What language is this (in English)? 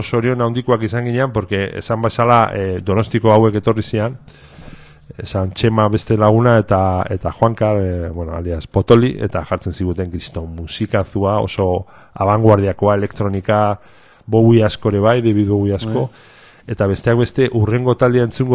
Basque